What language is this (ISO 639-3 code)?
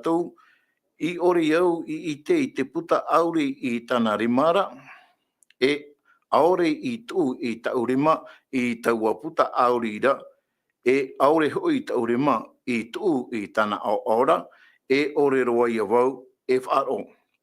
tah